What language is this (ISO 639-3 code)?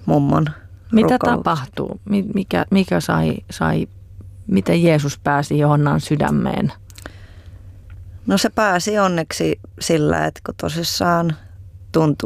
fin